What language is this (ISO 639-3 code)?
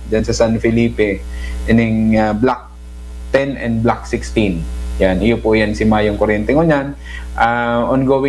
bik